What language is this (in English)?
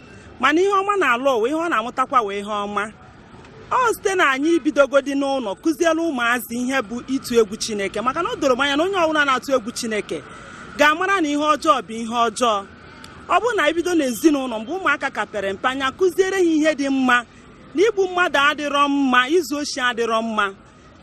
Igbo